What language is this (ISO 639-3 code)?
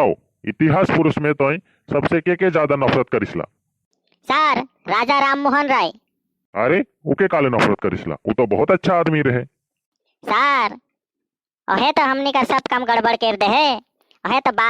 sck